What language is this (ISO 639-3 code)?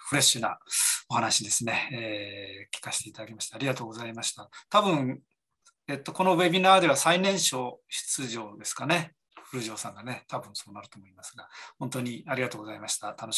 jpn